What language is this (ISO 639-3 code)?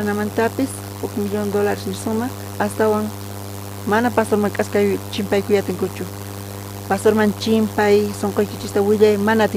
quh